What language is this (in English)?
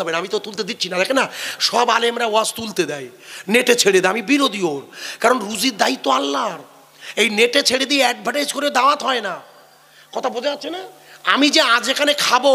Bangla